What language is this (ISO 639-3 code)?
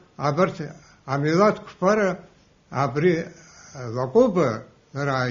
abk